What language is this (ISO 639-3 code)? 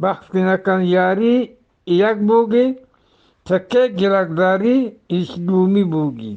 bgp